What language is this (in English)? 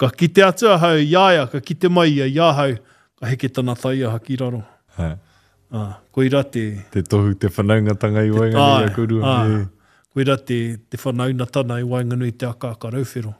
Māori